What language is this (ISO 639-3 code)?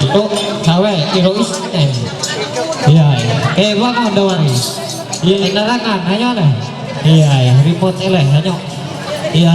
mhy